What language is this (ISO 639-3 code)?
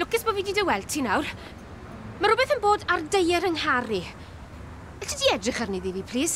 cym